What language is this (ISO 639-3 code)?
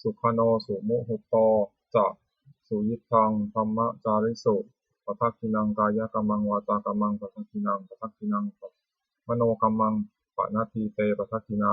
pli